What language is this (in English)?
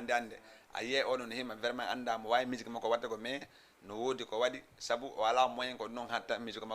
Fula